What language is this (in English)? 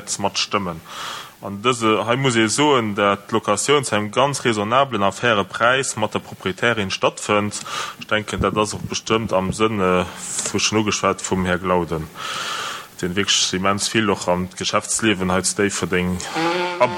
Luxembourgish